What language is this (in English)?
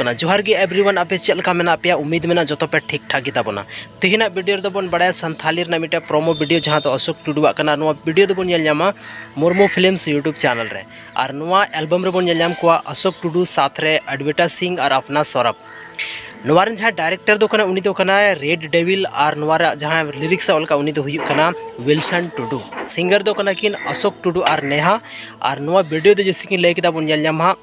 Santali